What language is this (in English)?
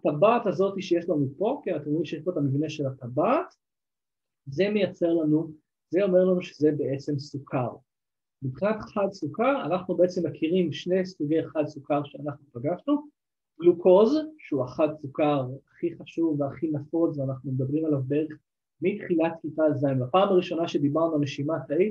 Hebrew